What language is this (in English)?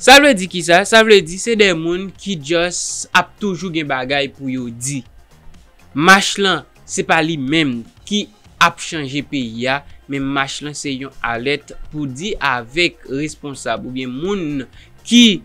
Haitian Creole